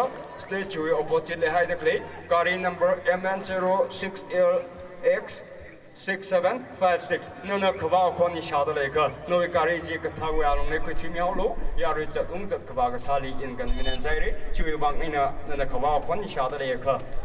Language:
Tangkhul Naga (India)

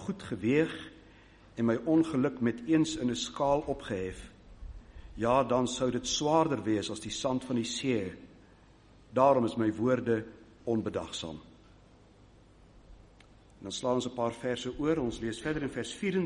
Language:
Afrikaans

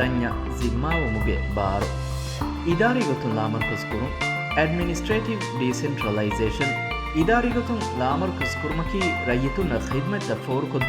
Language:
Divehi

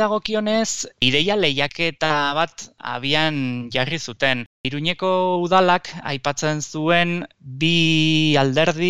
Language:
Basque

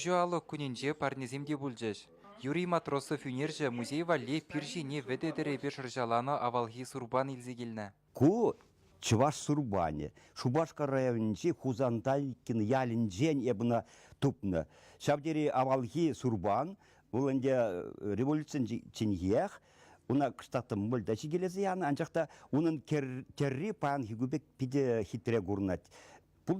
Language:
Chuvash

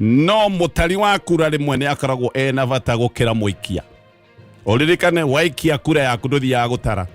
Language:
Kikuyu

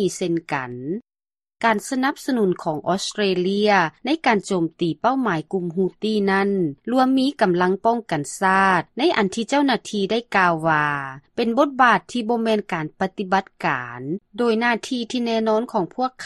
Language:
Lao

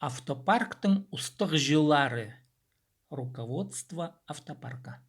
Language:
Khakas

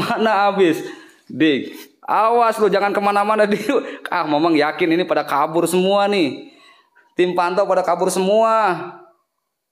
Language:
Indonesian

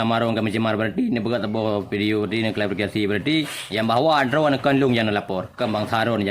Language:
Achinese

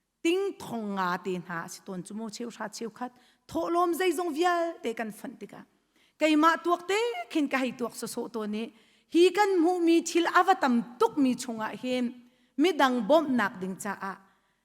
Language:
Hakha Chin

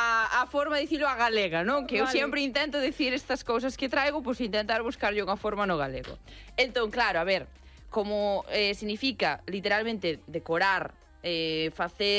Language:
Galician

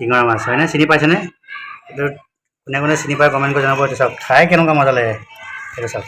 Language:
Assamese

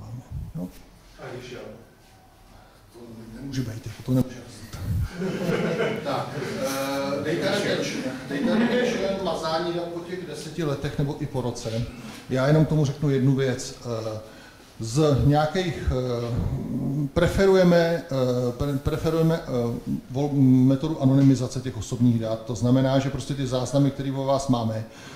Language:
Czech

